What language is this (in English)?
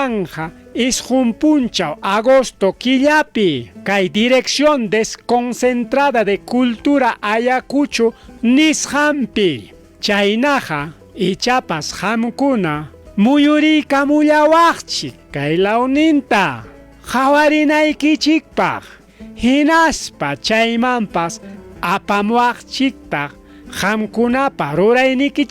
Ayacucho Quechua